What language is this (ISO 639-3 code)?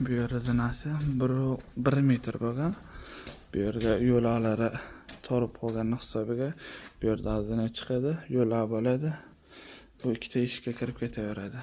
uzb